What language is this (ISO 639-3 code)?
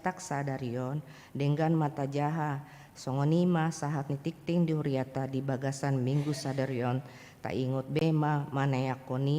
bbc